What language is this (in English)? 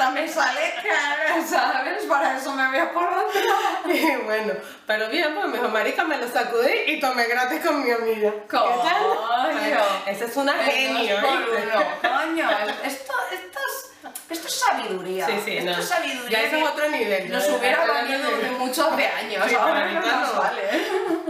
Spanish